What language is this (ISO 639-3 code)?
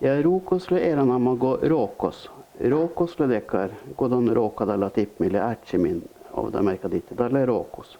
sme